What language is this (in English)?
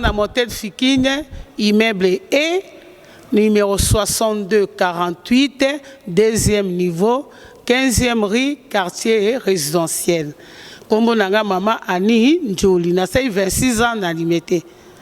Lingala